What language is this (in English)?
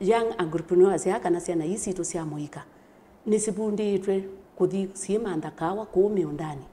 Kamba